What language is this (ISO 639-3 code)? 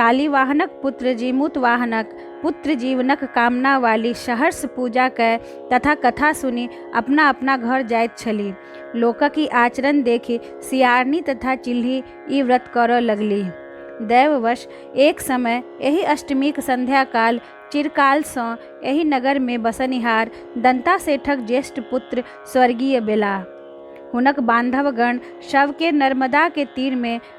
mai